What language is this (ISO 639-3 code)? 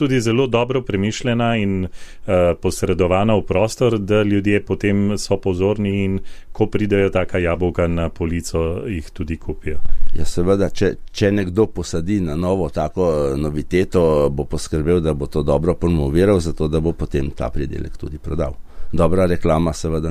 slv